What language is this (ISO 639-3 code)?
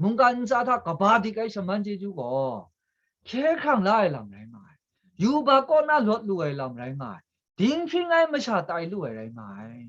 kac